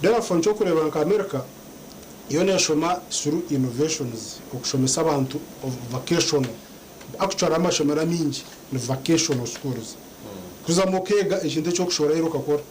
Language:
Nyankole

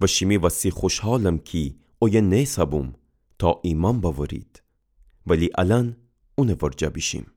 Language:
Gilaki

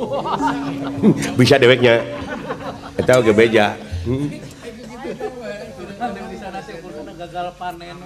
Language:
Sundanese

